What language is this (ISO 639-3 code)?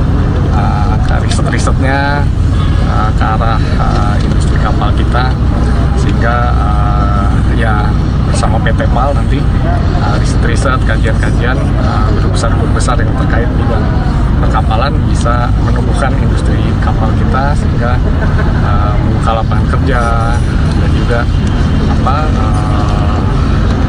ind